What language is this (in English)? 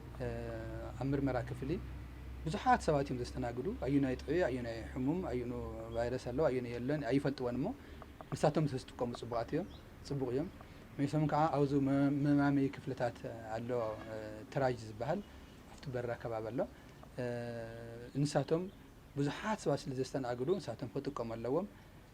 Tigrinya